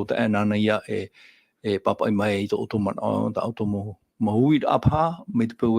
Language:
Tahitian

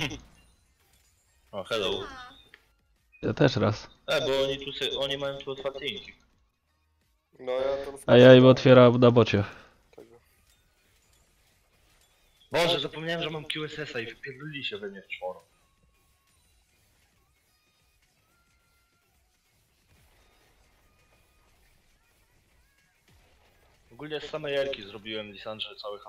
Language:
Polish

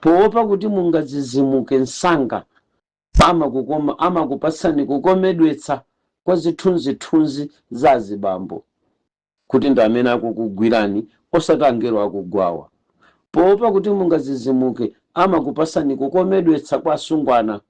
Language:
Nyanja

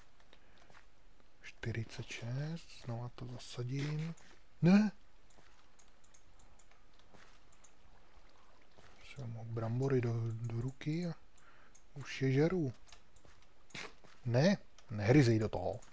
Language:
Czech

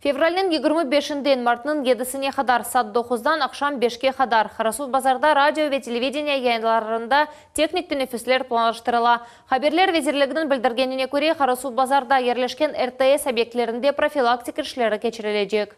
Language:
Crimean Tatar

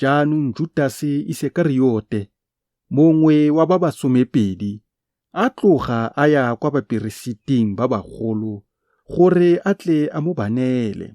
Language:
Tswana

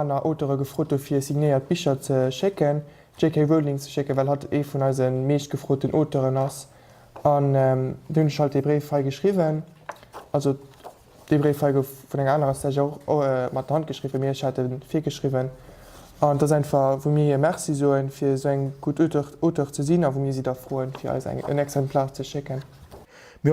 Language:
Luxembourgish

